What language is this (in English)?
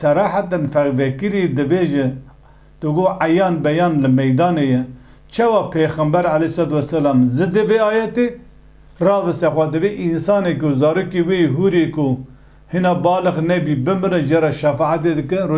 Kurdish